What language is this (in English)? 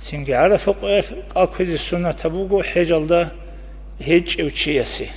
Avaric